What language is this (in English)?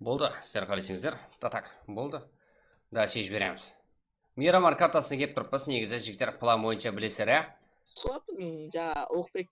Kara-Kalpak